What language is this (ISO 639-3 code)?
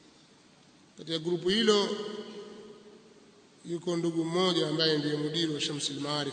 swa